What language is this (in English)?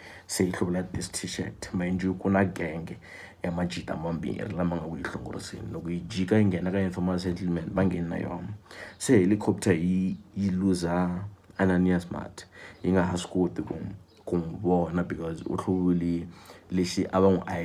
Tsonga